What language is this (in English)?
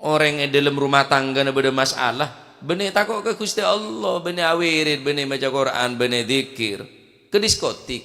Madurese